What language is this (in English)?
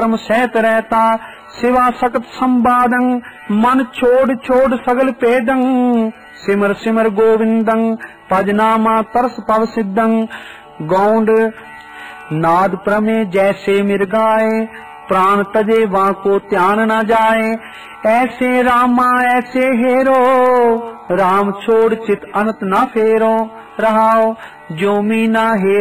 Punjabi